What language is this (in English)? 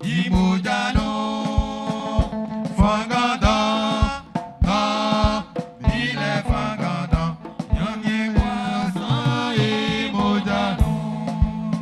Baoulé